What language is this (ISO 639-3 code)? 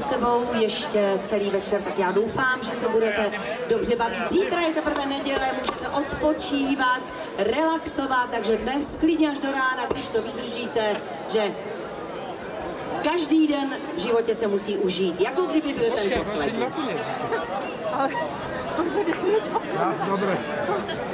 ces